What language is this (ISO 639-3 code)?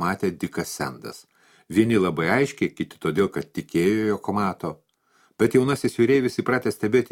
lit